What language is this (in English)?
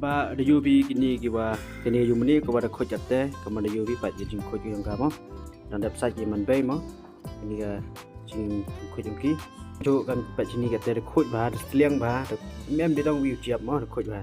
Khasi